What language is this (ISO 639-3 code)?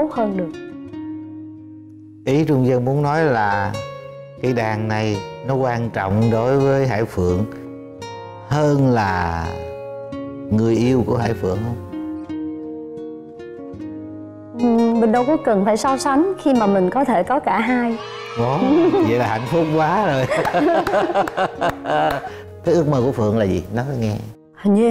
vie